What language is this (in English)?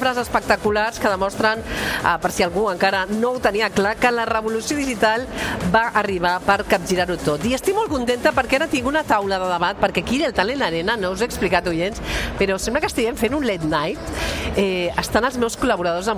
Catalan